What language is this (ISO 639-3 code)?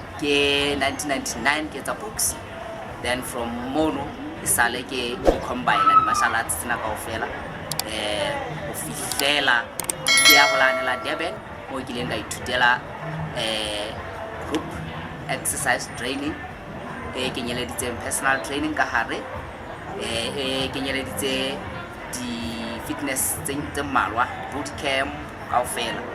sot